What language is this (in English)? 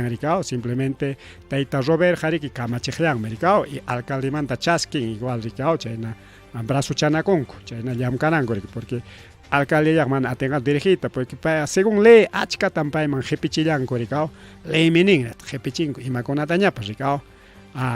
Ayacucho Quechua